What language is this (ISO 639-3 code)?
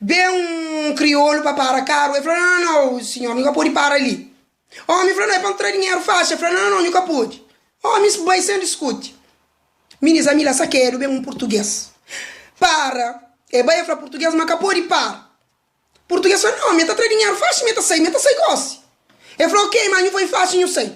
kea